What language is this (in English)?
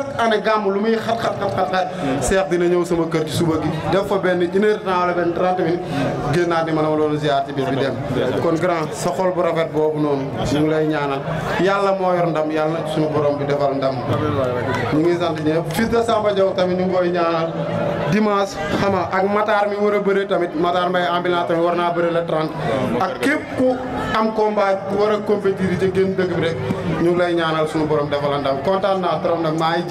Wolof